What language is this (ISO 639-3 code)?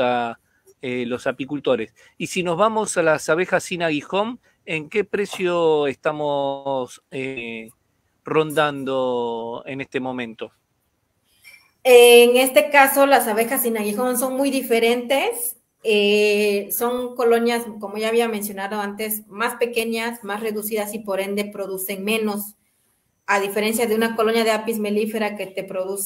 spa